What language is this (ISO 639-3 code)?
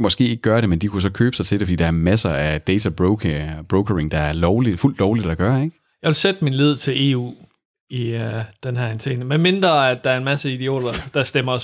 dan